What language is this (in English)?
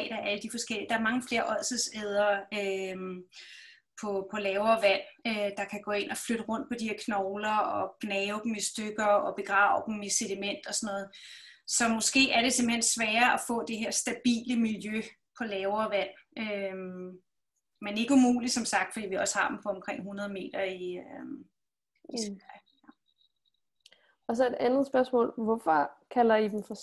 Danish